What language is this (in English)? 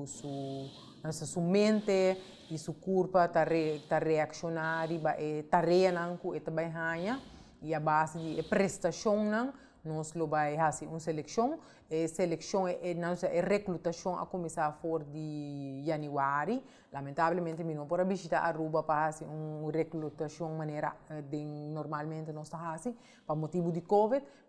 Papiamento